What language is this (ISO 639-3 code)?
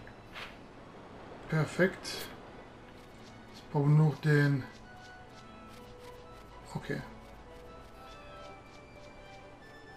deu